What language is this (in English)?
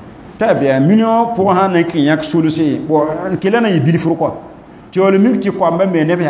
Mossi